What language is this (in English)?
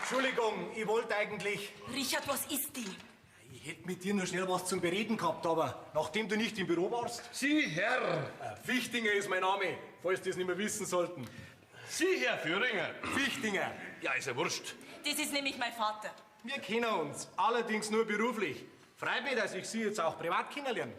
Bavarian